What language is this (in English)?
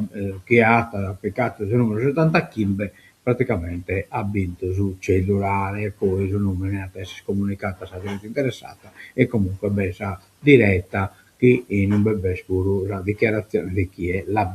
Sardinian